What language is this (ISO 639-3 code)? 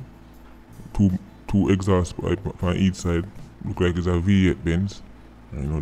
jam